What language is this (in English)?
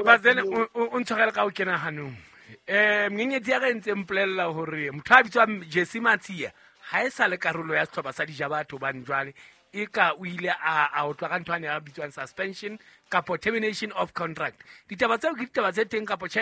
Southern Sotho